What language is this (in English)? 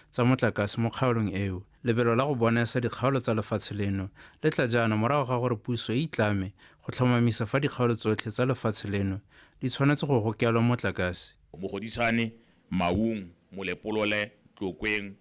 Tswana